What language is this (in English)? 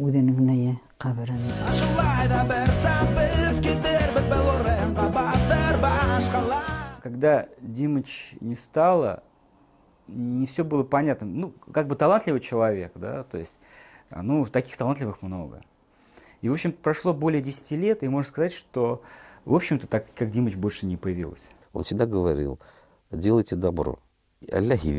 Bashkir